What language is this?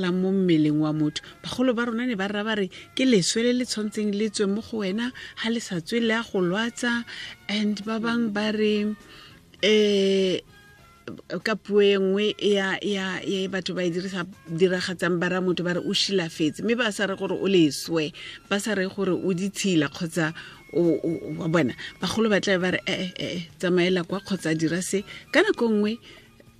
Tswana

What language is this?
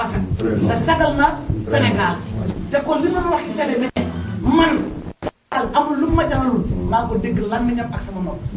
Wolof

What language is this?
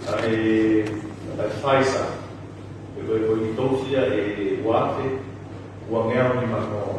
Tongan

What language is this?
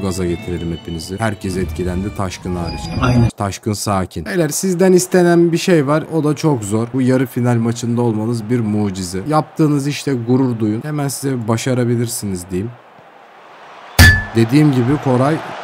Turkish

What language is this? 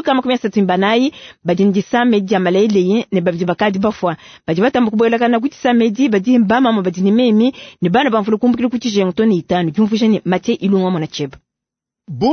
Luba-Lulua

